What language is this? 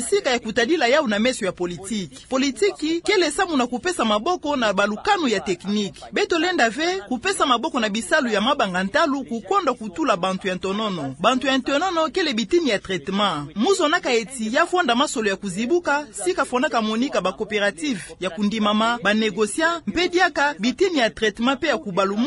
Kituba (Democratic Republic of Congo)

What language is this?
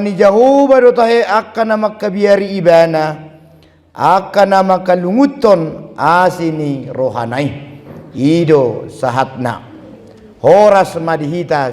Batak Toba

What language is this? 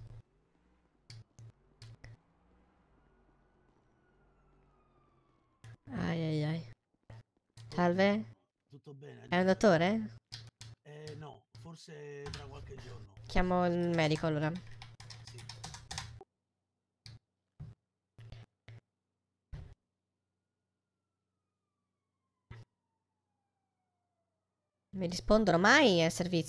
Italian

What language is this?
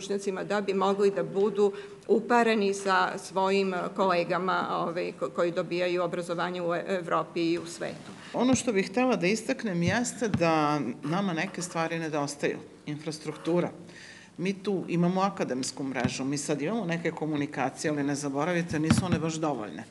Serbian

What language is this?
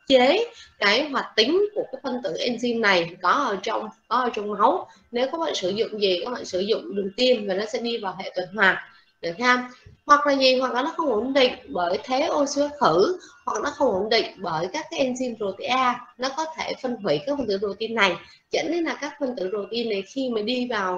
Vietnamese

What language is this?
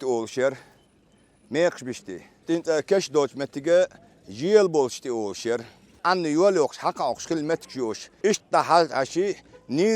Chechen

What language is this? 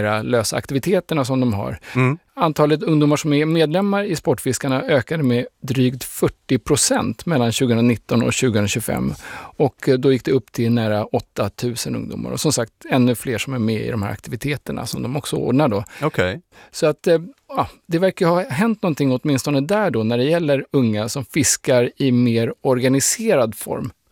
Swedish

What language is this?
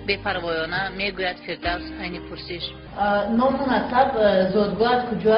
Tajik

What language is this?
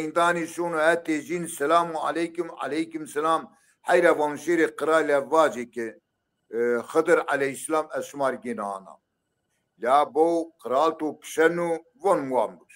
Zaza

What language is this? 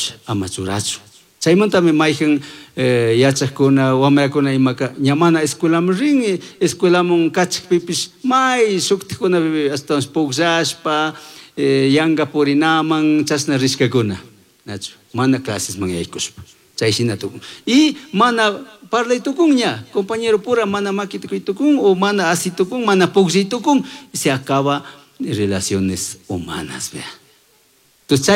Chimborazo Highland Quichua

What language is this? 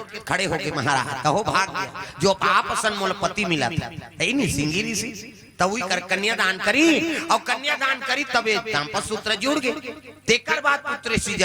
Chhattisgarhi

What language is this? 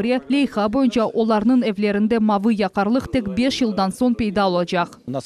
Crimean Tatar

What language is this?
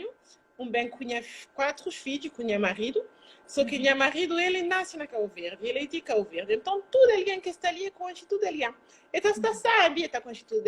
Kabuverdianu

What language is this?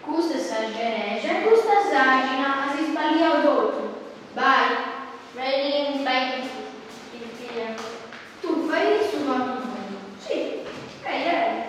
Sardinian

